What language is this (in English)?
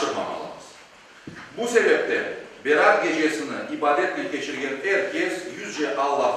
Crimean Tatar